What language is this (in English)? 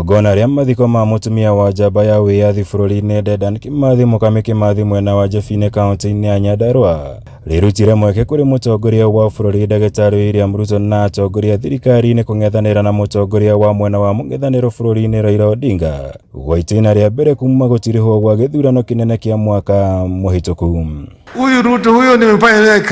Kikuyu